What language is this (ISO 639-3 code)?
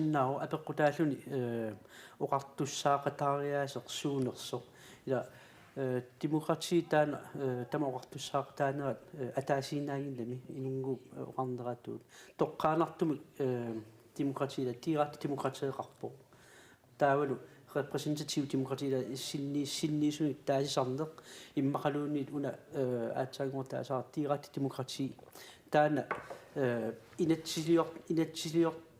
kal